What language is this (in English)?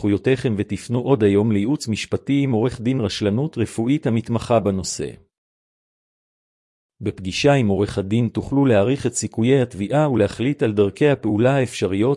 Hebrew